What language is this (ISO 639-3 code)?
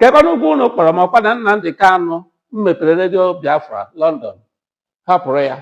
ibo